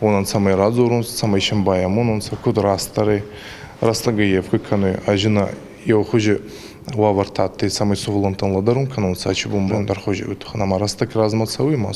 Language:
Ossetic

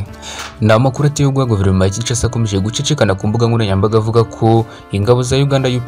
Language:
Kinyarwanda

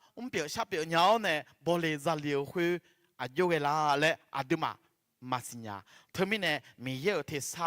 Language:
Akha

